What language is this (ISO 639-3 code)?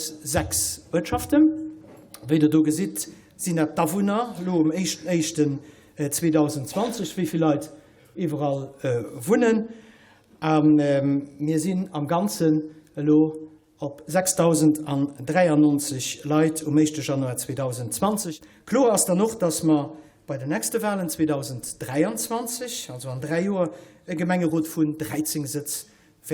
ltz